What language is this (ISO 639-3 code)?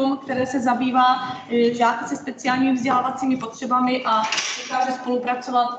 ces